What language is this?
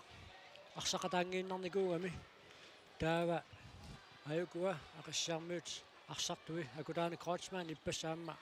Kalaallisut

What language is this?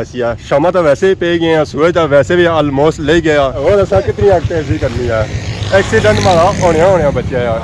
Pahari-Potwari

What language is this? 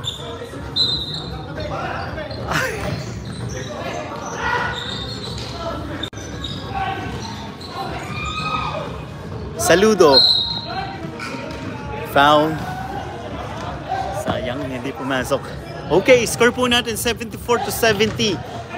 Filipino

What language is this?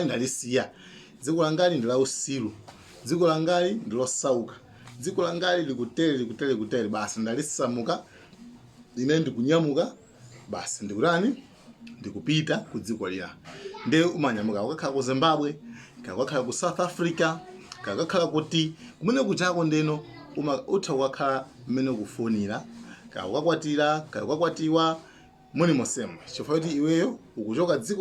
Nyanja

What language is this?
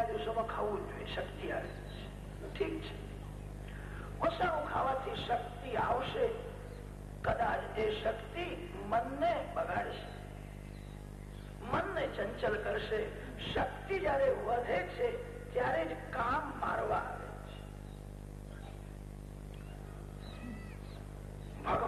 Gujarati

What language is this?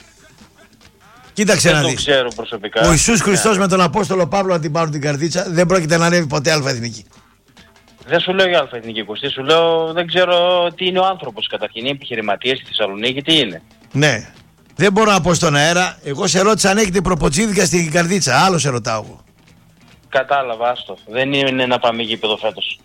Greek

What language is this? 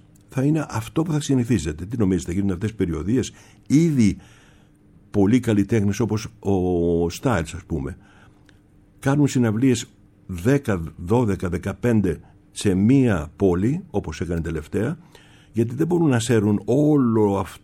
Greek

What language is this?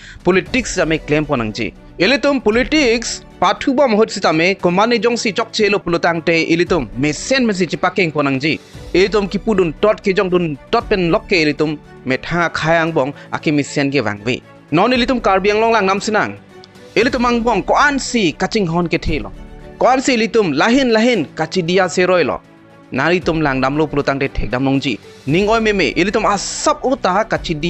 Karbi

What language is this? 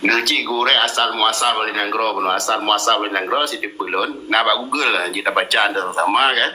Achinese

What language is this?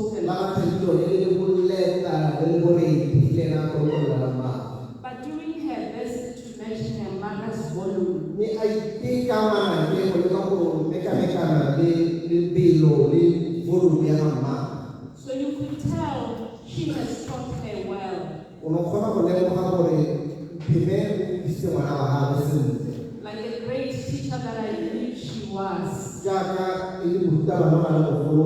Tswana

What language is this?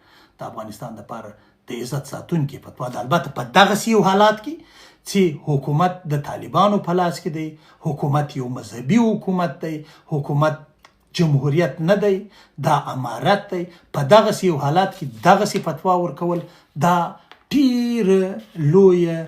Pashto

